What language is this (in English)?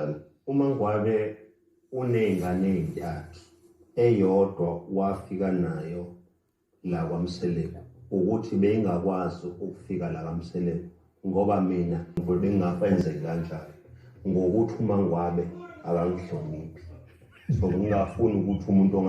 Zulu